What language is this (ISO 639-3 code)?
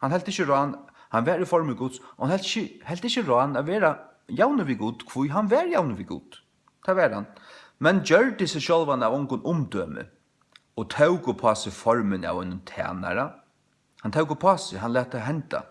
fao